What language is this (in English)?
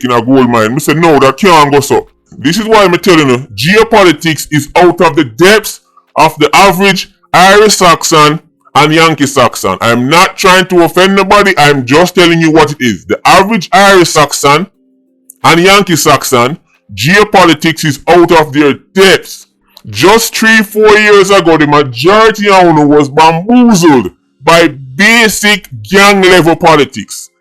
Jamaican Creole English